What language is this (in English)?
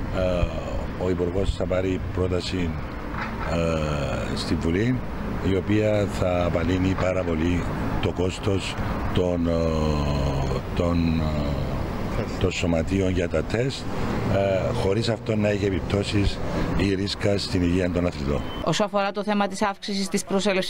Greek